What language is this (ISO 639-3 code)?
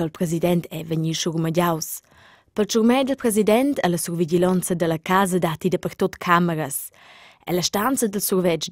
roh